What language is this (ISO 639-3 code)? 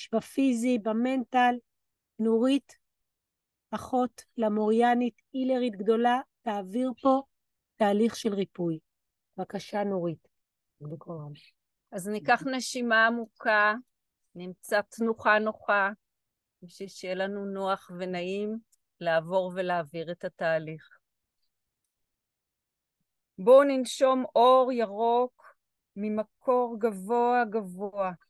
heb